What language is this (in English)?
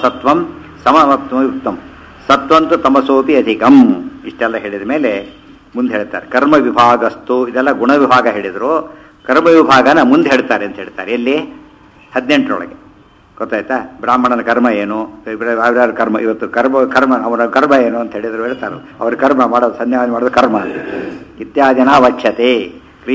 Kannada